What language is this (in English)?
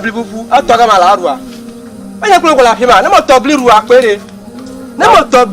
Ewe